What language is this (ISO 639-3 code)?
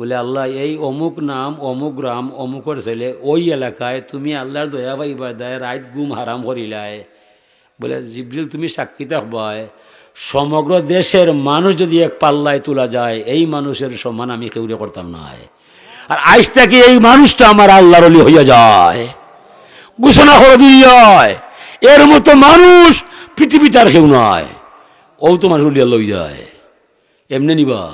syl